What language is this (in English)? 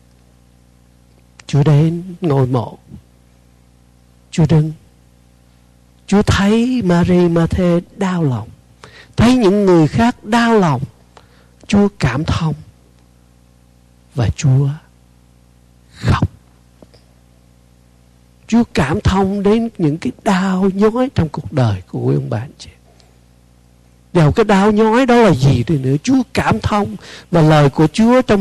Vietnamese